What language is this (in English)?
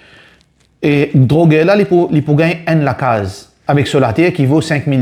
Morisyen